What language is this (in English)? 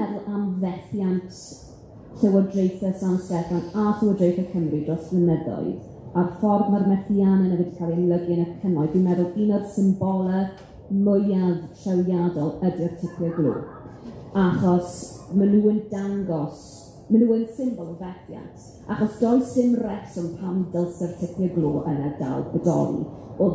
Welsh